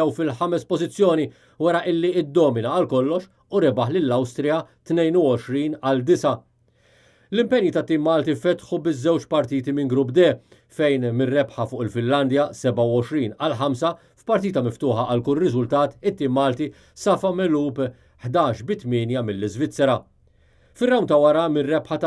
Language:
Maltese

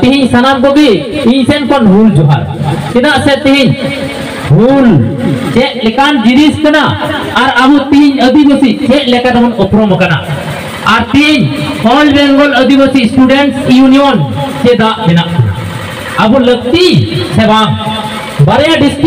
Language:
Santali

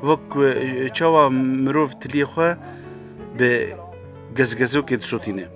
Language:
Kurdish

